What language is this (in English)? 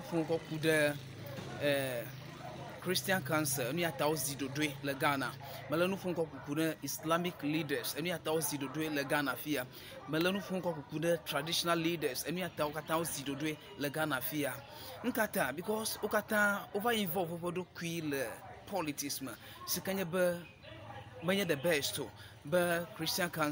Ewe